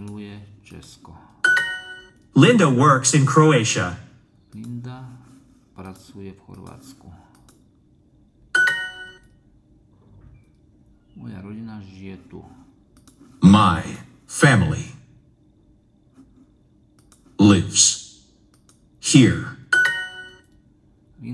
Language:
Slovak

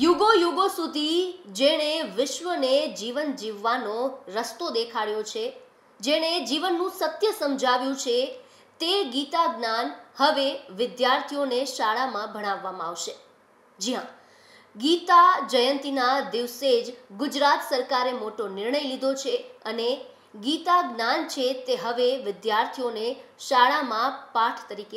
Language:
Gujarati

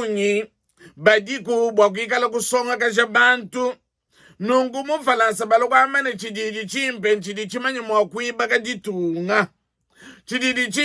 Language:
Luba-Lulua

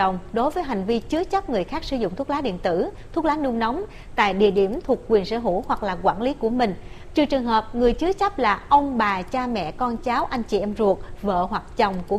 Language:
Vietnamese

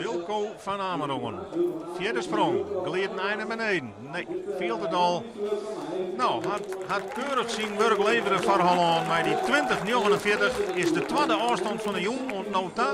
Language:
Western Frisian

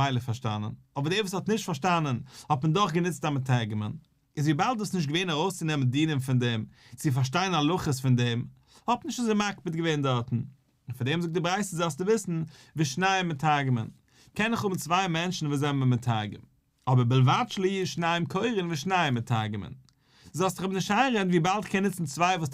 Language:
Yiddish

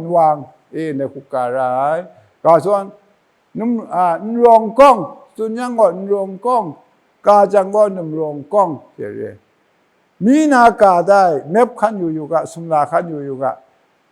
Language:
Kachin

